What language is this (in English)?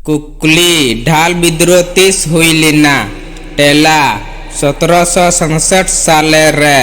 Santali